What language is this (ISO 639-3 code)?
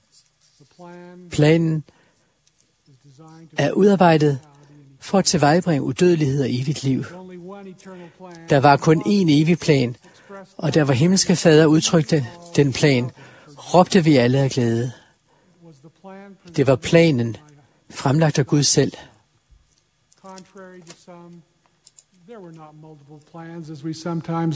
dan